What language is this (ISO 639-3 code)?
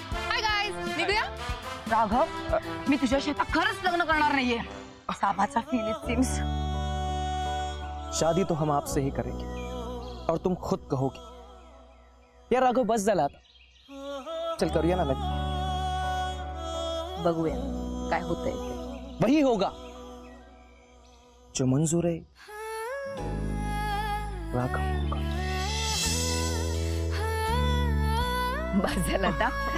mar